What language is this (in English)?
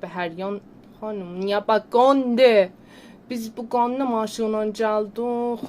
South Azerbaijani